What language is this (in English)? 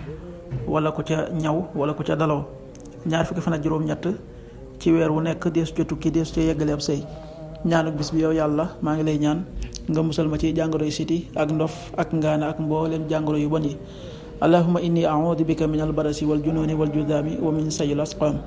Wolof